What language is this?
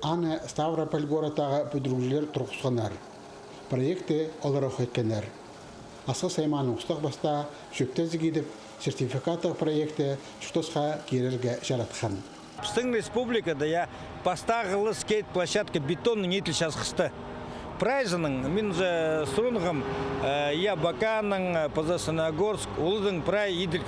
Khakas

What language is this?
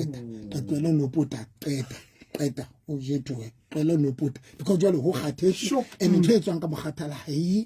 Southern Sotho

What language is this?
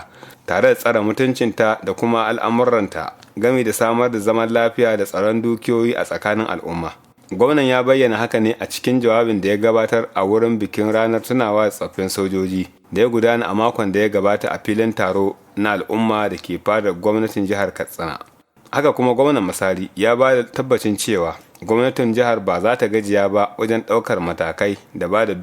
Hausa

